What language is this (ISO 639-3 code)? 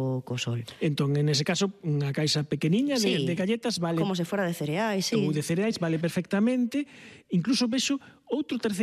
glg